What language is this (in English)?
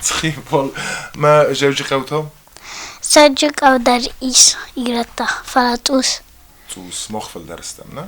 Ossetic